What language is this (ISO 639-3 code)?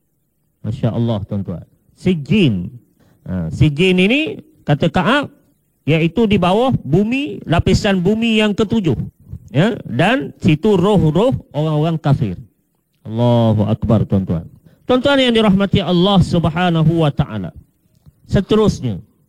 msa